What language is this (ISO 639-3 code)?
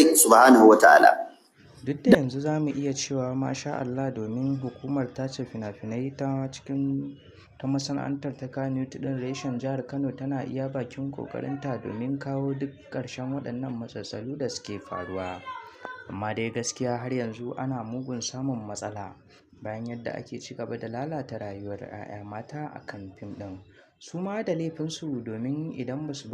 hau